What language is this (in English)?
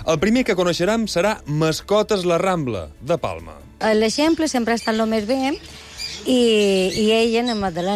Catalan